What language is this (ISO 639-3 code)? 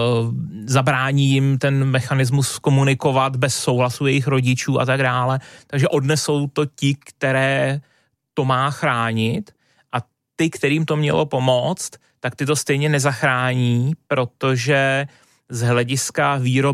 ces